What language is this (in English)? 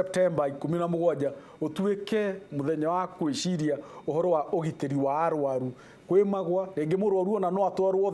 Kikuyu